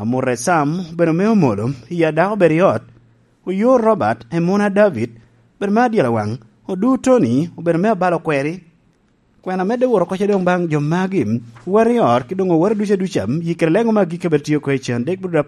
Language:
Lango (Uganda)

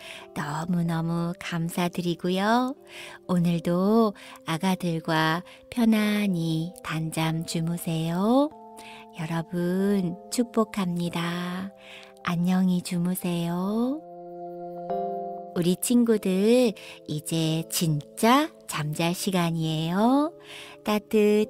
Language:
Korean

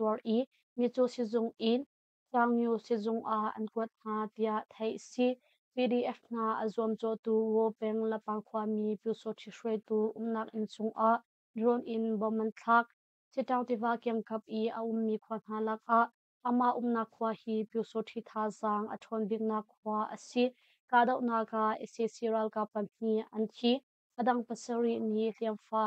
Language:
Hakha Chin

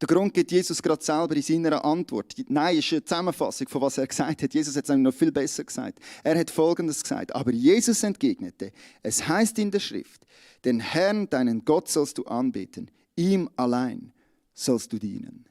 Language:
Swiss German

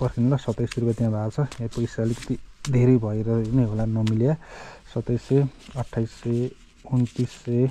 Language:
Nepali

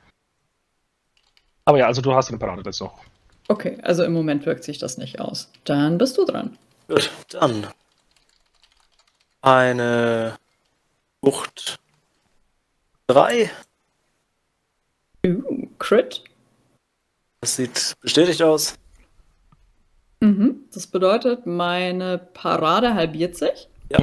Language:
German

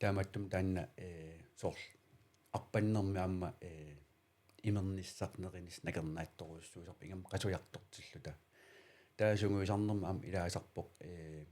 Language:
Kalaallisut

